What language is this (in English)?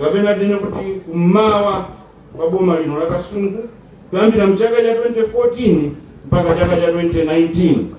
Nyanja